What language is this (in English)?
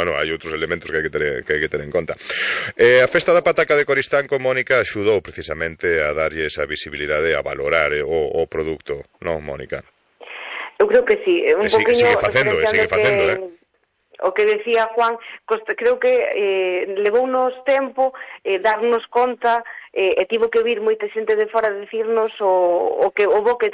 Galician